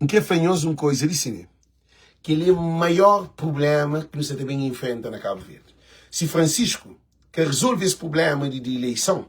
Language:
Kabuverdianu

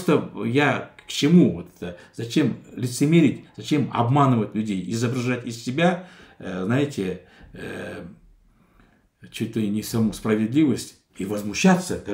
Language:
Russian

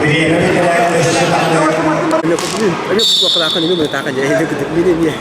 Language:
Yakut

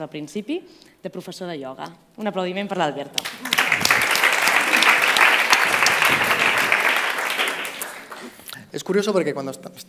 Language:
Catalan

